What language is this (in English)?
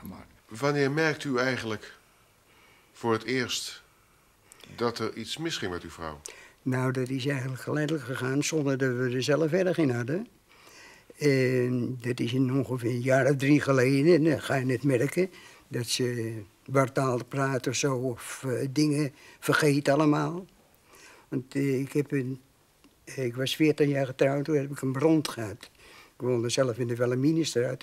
Dutch